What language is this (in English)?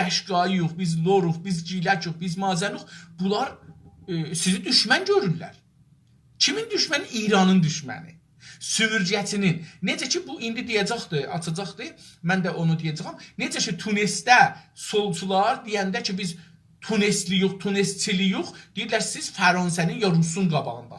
South Azerbaijani